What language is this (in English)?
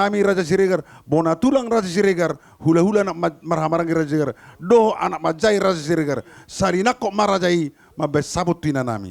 Batak Toba